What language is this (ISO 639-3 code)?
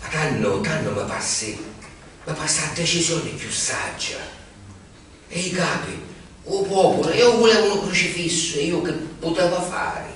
scn